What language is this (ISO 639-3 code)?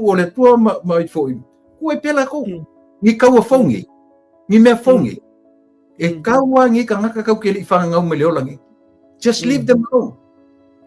smo